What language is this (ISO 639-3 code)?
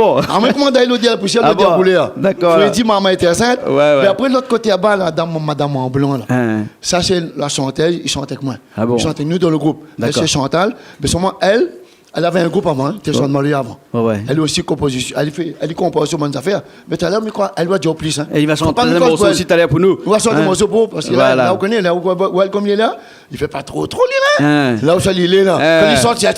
rcf